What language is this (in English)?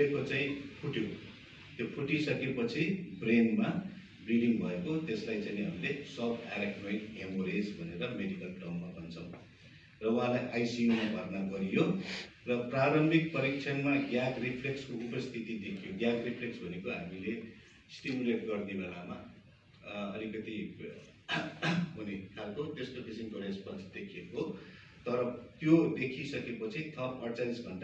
Nepali